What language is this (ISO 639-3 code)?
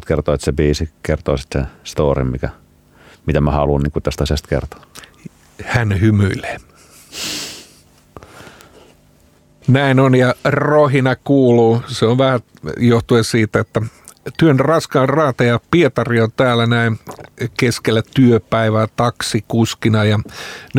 fin